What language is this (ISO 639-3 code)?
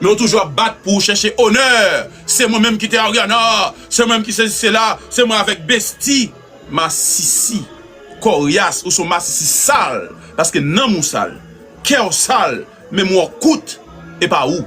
hat